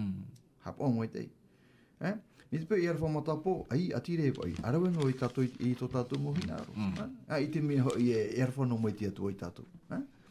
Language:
Tahitian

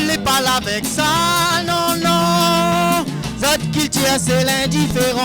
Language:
Réunion Creole French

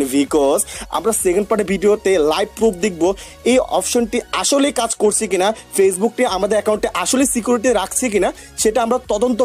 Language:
Bangla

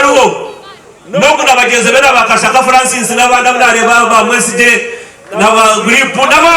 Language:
Nyankole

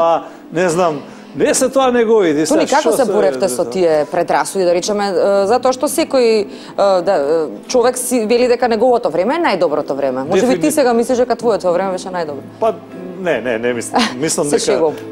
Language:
Macedonian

